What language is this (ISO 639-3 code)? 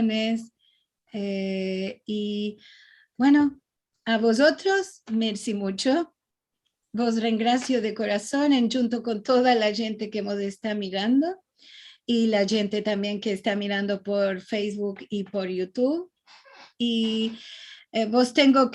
lad